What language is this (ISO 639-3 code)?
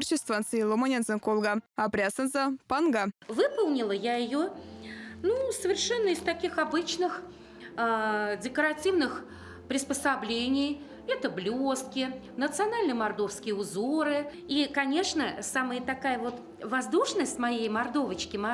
myv